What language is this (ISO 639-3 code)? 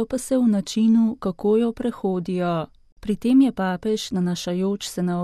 slv